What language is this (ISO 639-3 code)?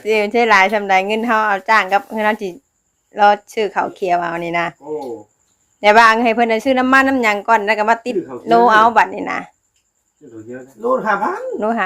tts